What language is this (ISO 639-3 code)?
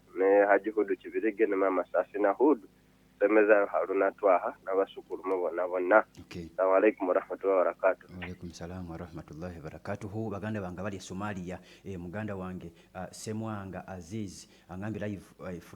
lug